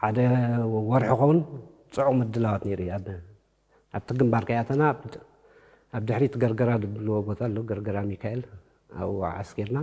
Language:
Tigrinya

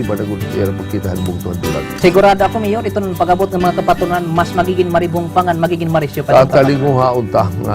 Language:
Waray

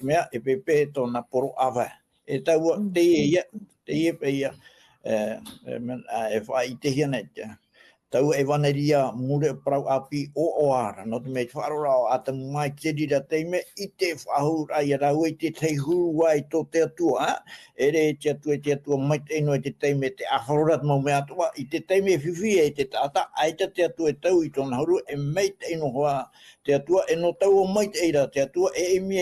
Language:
Tahitian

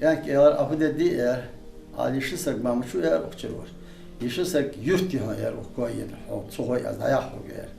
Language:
Ingush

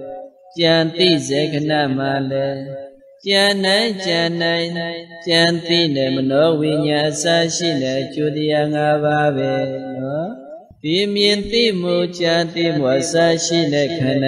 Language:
Burmese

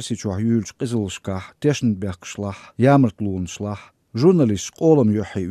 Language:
Chechen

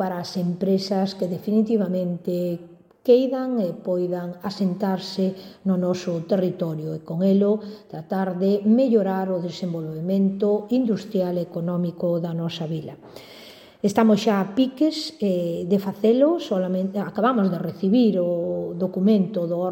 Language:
Galician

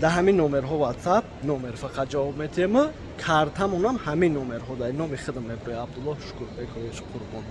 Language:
Tajik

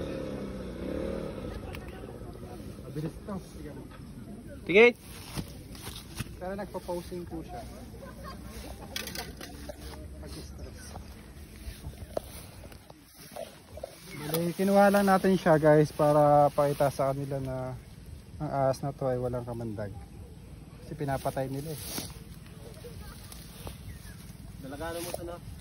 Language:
Filipino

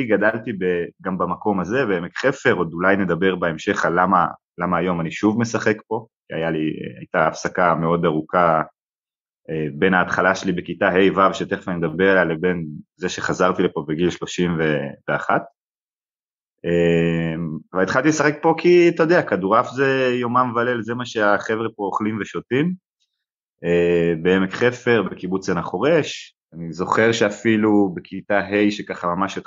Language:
Hebrew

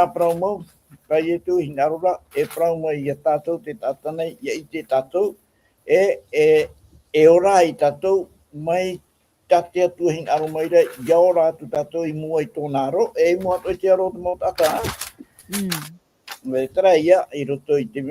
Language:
Tahitian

